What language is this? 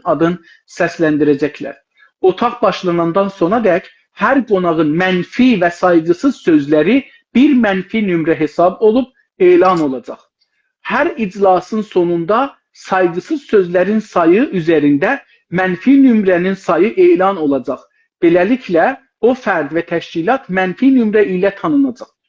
South Azerbaijani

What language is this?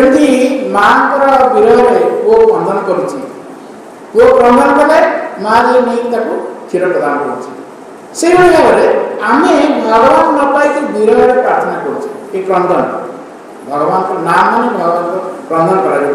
Odia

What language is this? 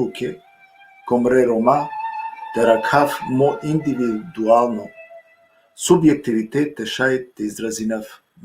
Balkan Romani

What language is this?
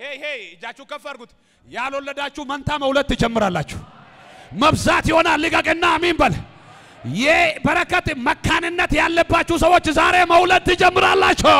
Amharic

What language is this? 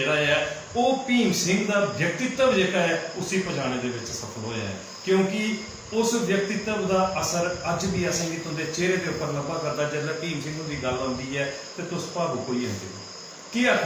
Dogri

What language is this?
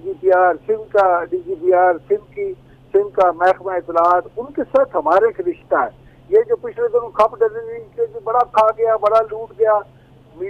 Urdu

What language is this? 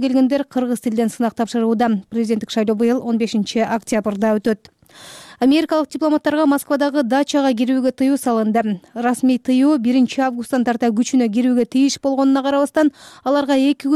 Kyrgyz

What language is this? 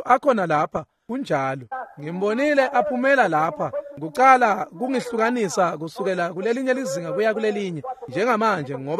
Swati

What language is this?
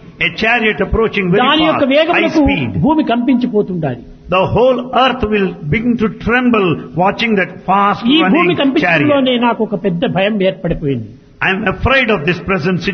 Telugu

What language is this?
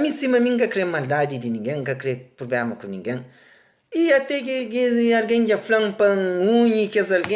Kabuverdianu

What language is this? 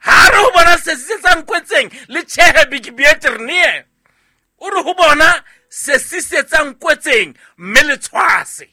Southern Sotho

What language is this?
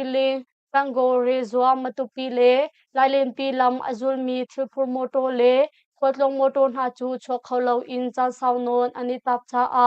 Hakha Chin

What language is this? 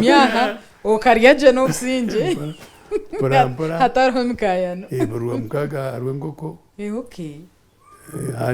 Nyankole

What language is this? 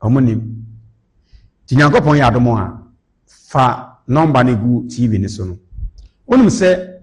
Akan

